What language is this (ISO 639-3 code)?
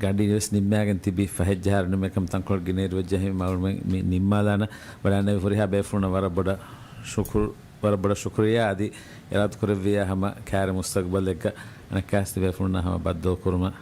div